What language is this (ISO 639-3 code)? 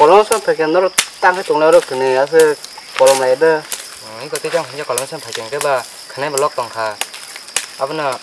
trp